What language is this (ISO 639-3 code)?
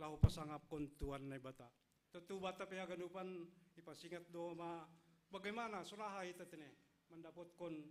bts